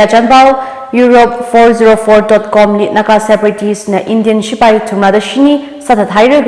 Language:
Tangkhul Naga (India)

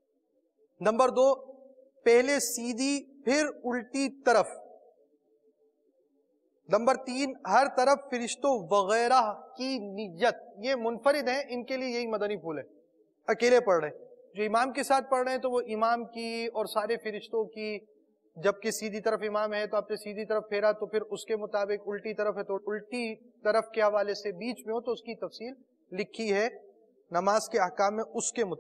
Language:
Urdu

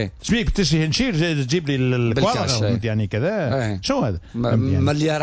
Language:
Tunisian Arabic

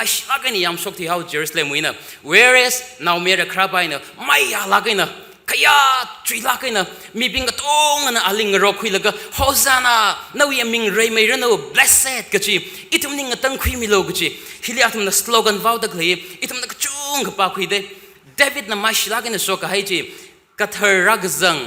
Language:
Tangkhul Naga (India)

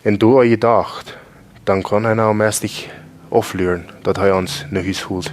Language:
Plautdietsch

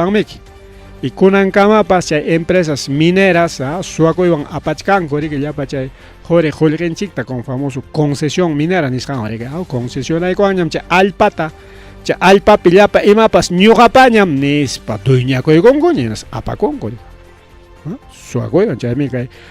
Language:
Ayacucho Quechua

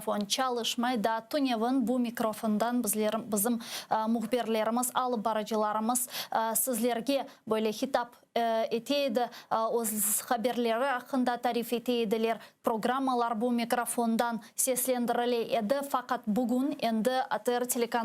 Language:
Crimean Tatar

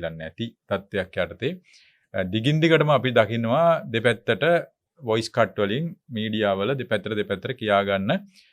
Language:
Sinhala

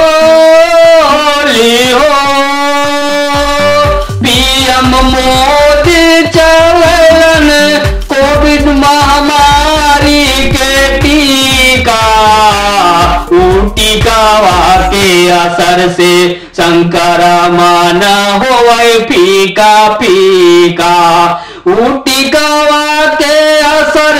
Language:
Bhojpuri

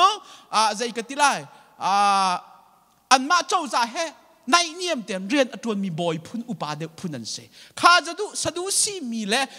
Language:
Hakha Chin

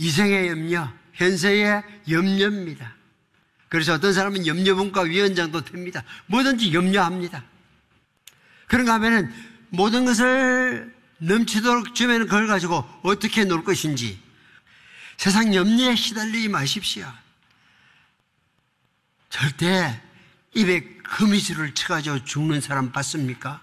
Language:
Korean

